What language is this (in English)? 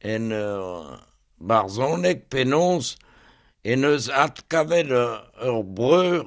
Breton